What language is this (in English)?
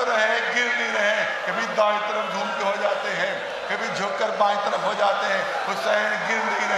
Urdu